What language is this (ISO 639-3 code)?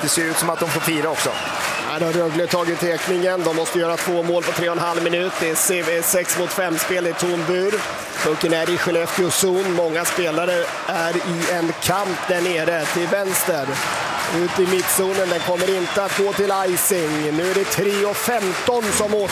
swe